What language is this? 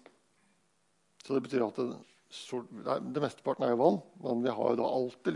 Norwegian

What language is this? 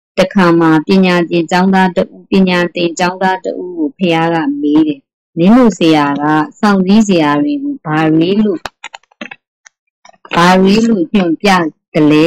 Burmese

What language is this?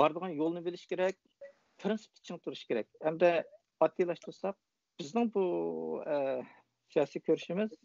Uyghur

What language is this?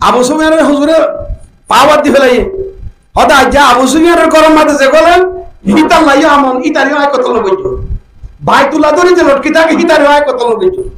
Rohingya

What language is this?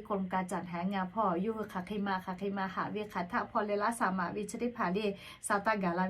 Lahu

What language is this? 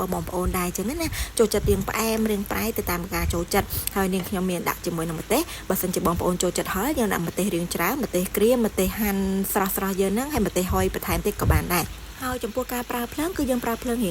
Khmer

